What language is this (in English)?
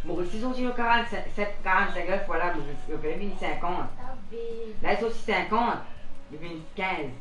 Morisyen